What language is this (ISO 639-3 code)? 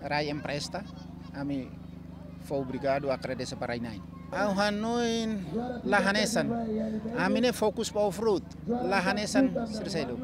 tet